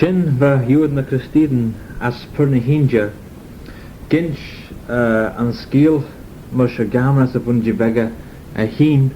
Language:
Manx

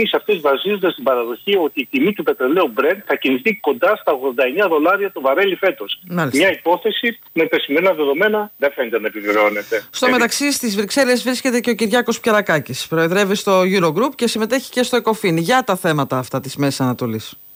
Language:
Greek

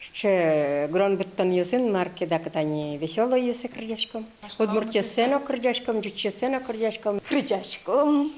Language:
Udmurt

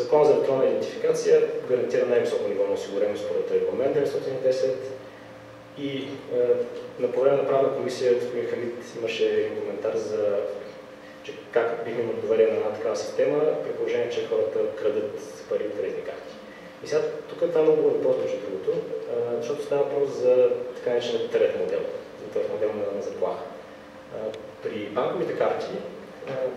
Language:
Bulgarian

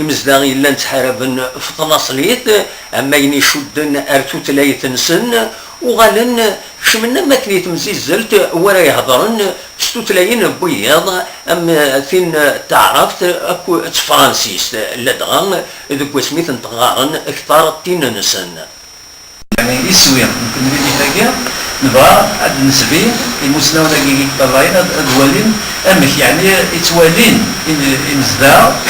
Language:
Kabyle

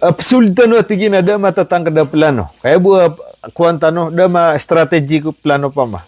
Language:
Maranao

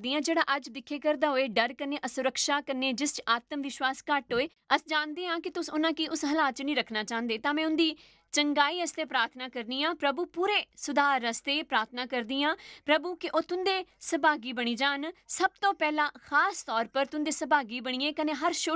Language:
Dogri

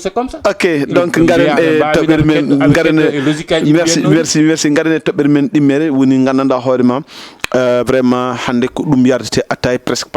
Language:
Fula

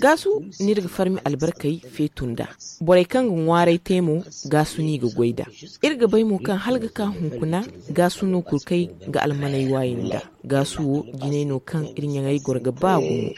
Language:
Zarma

